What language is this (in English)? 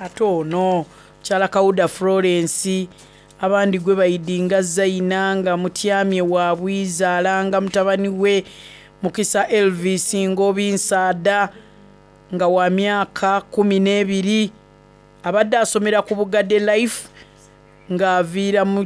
Soga